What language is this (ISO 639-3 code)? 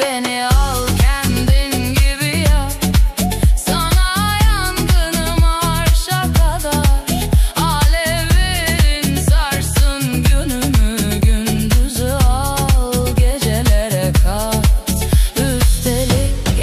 tur